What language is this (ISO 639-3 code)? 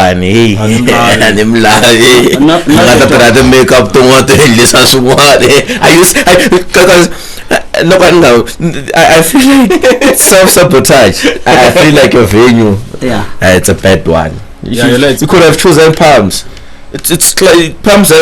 tso